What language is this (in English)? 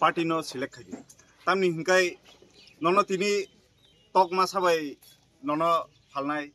Kok Borok